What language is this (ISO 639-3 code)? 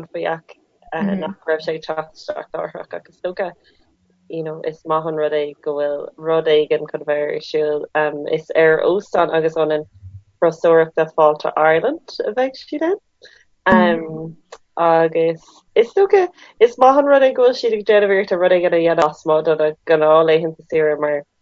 gle